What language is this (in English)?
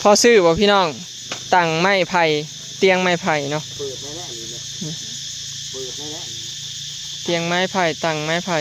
Lao